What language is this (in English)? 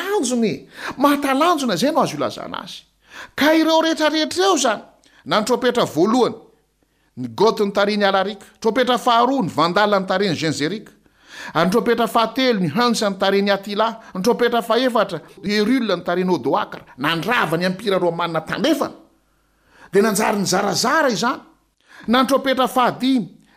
Malagasy